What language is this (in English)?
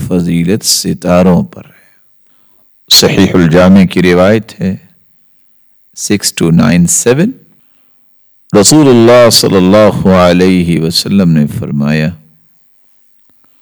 Urdu